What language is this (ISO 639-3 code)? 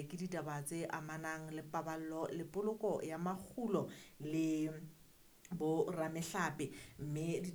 sot